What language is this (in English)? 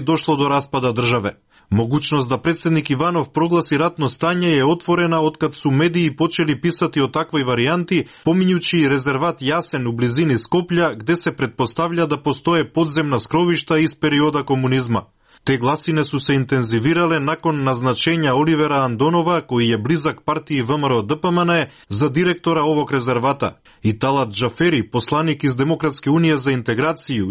Serbian